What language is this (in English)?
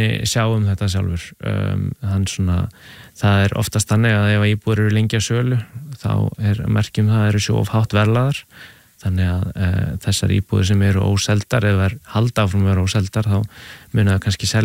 Icelandic